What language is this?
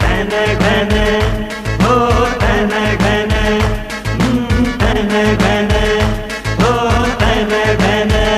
Newari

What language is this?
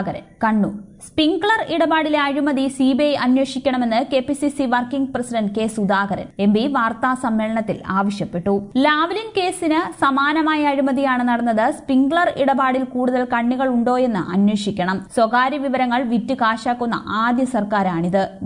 Malayalam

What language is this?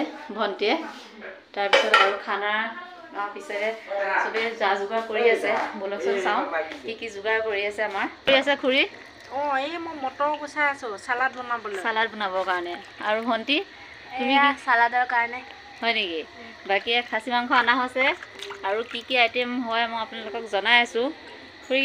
Assamese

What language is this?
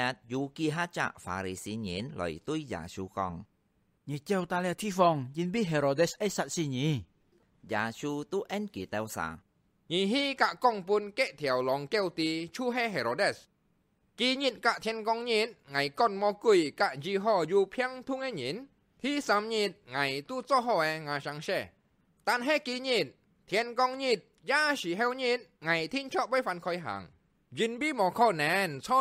Hakka Chinese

